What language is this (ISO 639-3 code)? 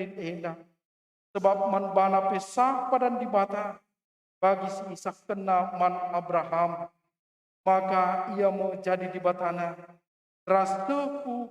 btx